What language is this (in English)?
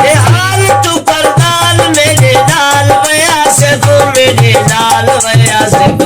Saraiki